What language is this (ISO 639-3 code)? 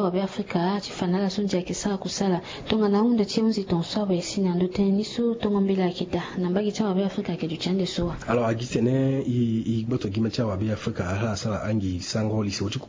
sag